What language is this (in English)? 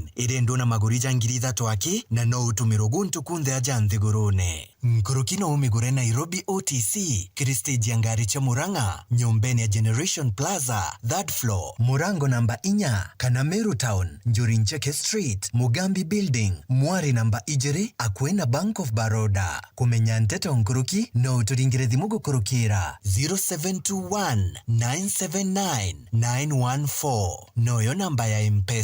Meru